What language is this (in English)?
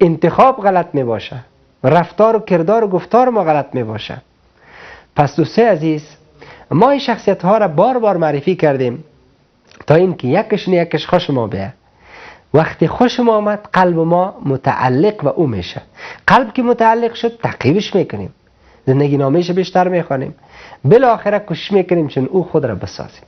Persian